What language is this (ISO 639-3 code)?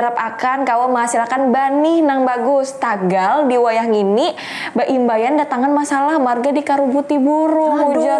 bjn